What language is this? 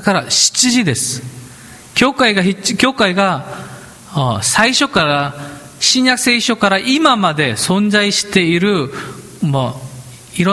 Japanese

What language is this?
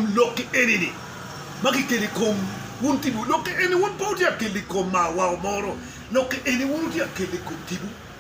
Acoli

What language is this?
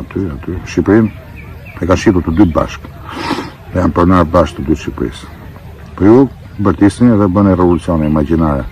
Albanian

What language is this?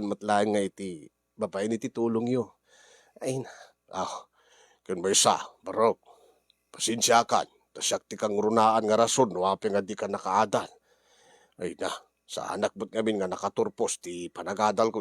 Iloko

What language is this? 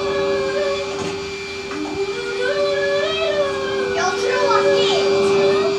Swedish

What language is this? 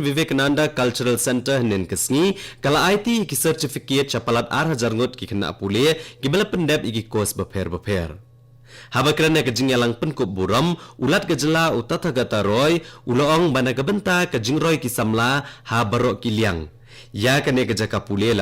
Khasi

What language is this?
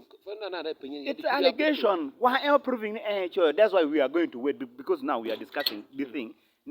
Acoli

